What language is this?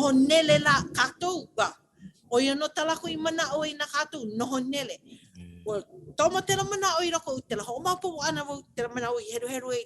Hawaiian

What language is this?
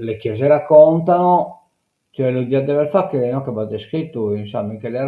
Sardinian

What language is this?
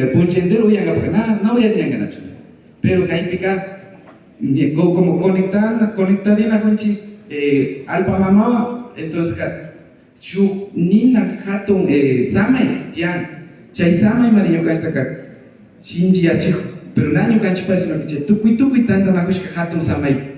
Imbabura Highland Quichua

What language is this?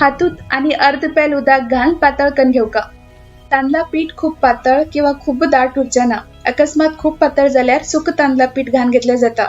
Konkani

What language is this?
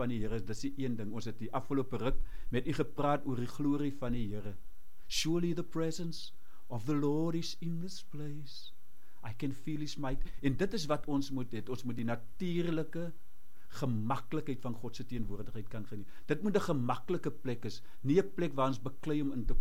Afrikaans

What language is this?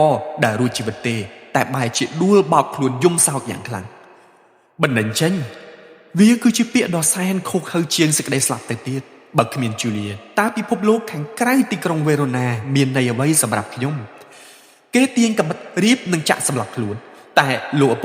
Khmer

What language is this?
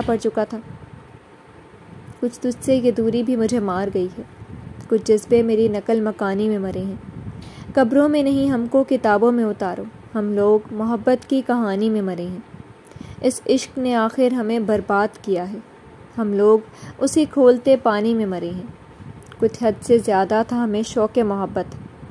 Urdu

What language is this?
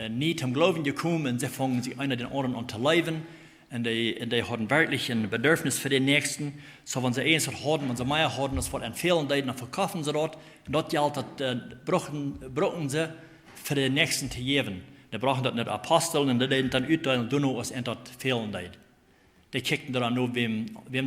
Plautdietsch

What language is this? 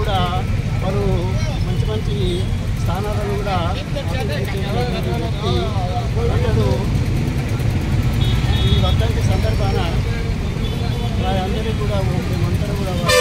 Telugu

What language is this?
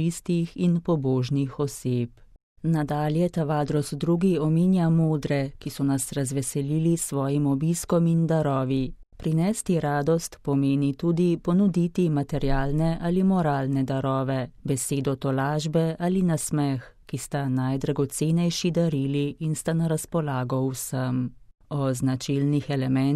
Slovenian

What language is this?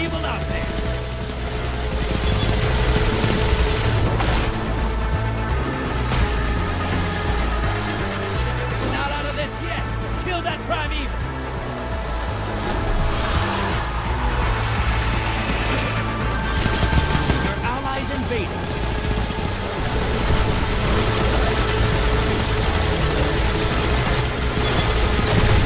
English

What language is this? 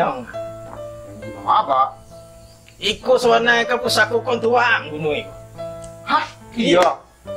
Minangkabau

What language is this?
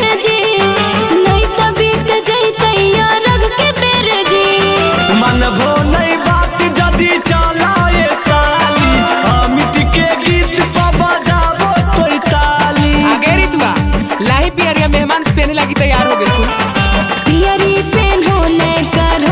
Magahi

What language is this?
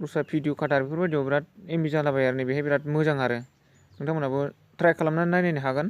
Bodo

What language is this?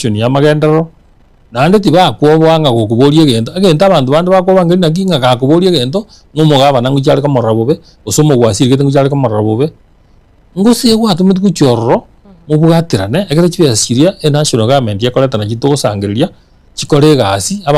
Gusii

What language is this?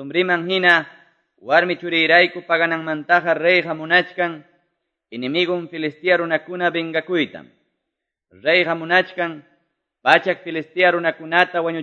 Quechua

